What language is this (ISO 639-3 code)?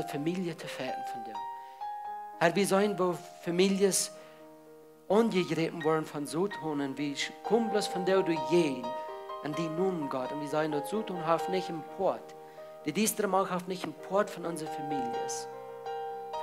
pdt